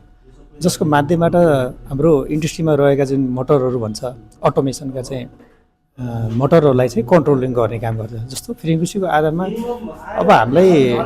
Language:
Nepali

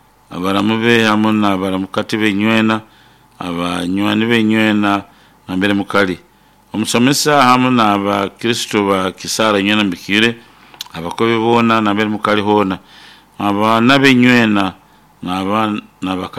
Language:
Nyoro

